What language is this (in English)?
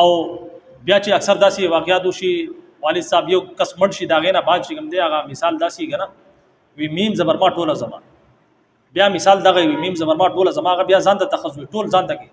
Pashto